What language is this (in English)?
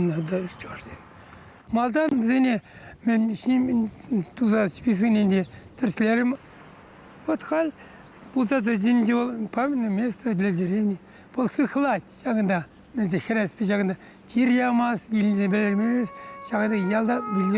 Chuvash